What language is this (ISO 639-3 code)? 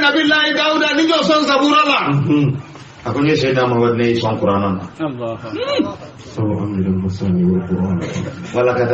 bam